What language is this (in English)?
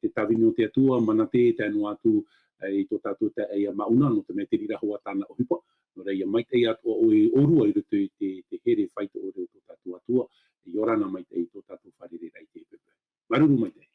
Tahitian